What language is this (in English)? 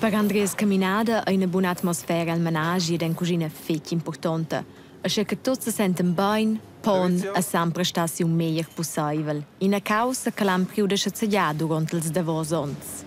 Romansh